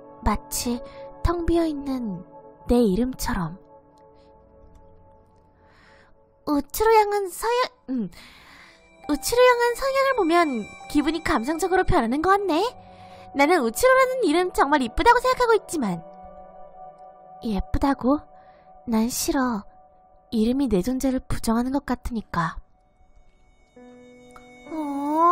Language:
Korean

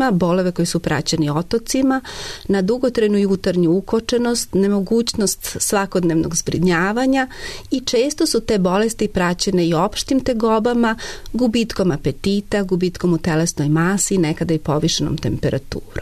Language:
Serbian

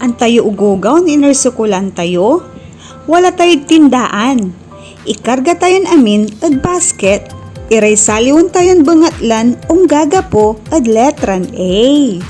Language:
Pangasinan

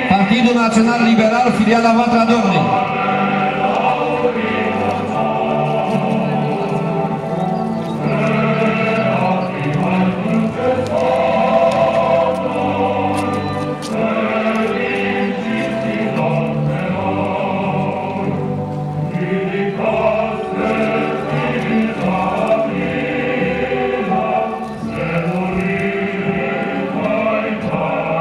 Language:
Romanian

